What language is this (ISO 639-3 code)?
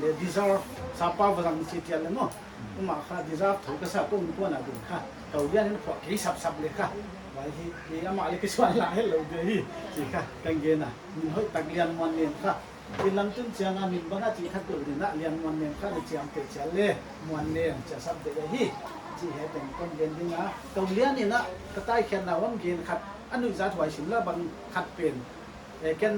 pck